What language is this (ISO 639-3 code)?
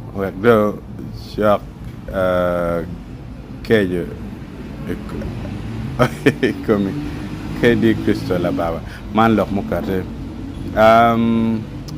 ach